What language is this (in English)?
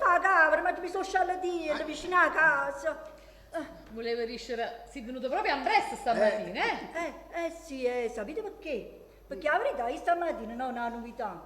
Neapolitan